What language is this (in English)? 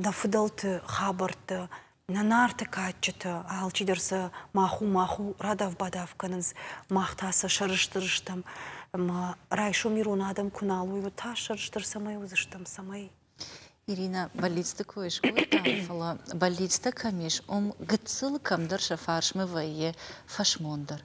Ossetic